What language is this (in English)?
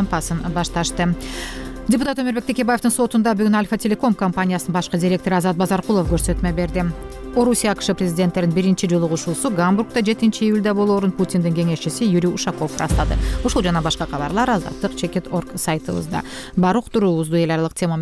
Kyrgyz